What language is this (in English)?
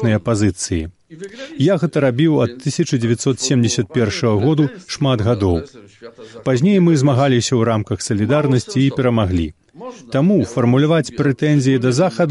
Belarusian